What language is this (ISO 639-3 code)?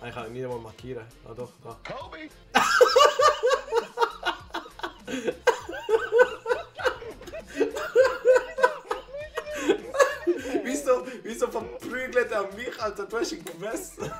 gsw